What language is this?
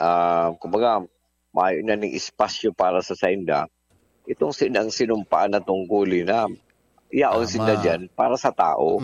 Bikol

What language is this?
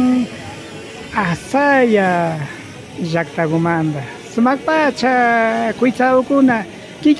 Imbabura Highland Quichua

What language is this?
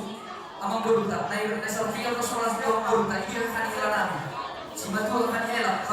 Batak Toba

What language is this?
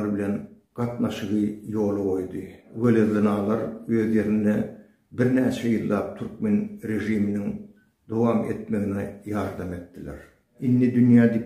Turkmen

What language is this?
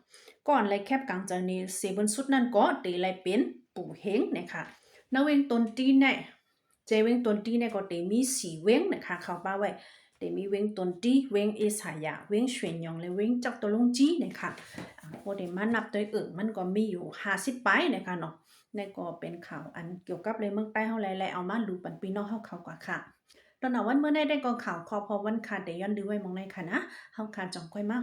Shan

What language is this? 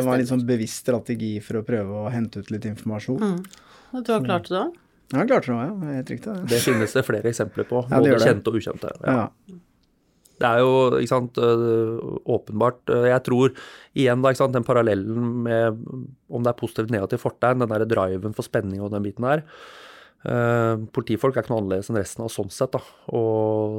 Norwegian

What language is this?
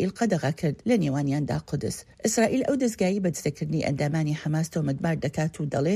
Central Kurdish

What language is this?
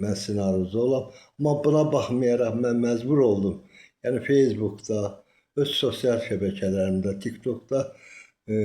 Azerbaijani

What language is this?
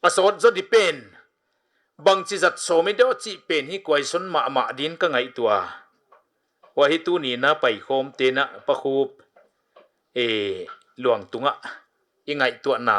Paite Chin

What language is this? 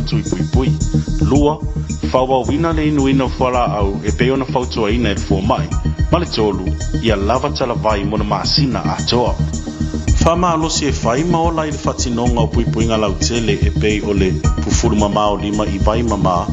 Samoan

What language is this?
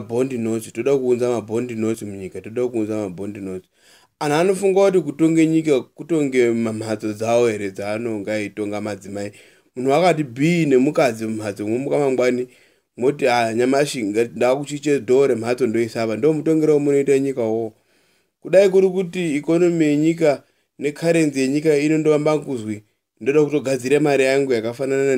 Shona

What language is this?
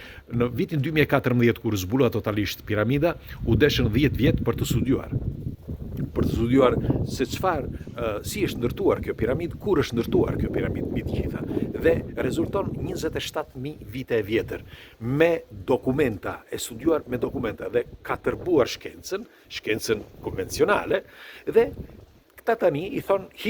Albanian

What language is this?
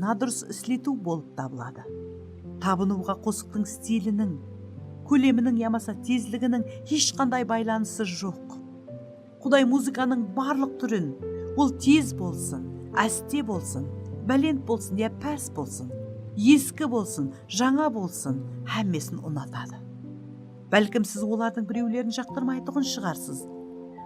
Kara-Kalpak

